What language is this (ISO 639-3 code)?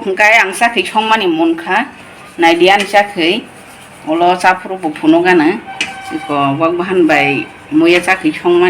trp